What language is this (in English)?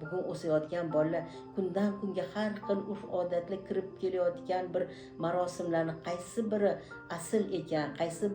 Uzbek